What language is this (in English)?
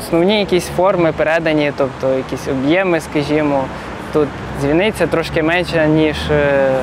Ukrainian